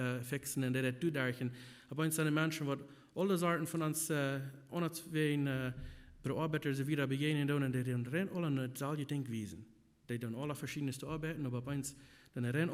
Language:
Plautdietsch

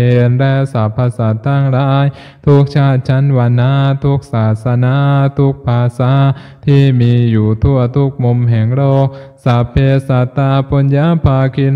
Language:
Thai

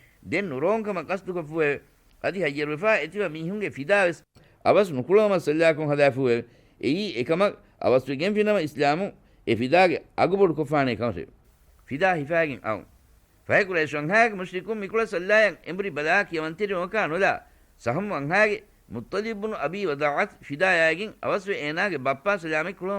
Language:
Divehi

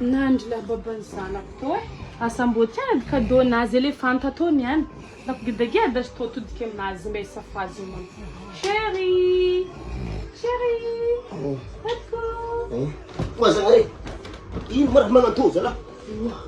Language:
Malagasy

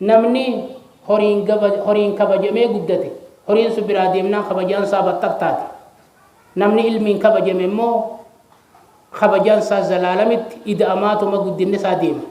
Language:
Oromo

